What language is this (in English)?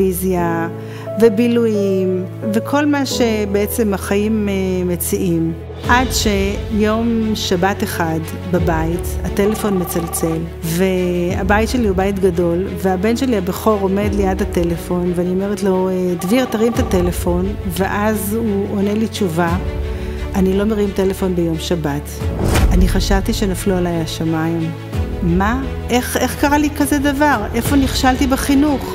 Hebrew